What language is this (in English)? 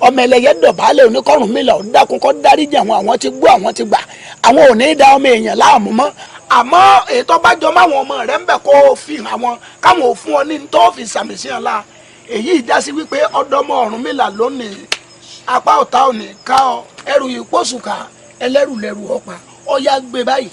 Yoruba